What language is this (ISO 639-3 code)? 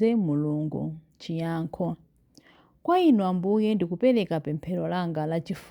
nya